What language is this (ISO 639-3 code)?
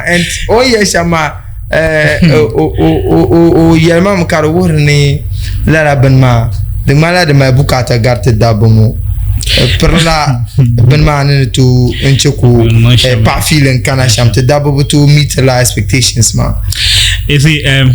dag